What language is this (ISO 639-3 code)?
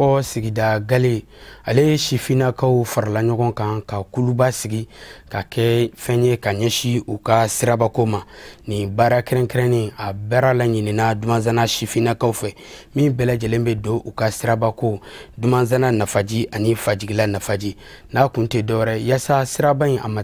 bam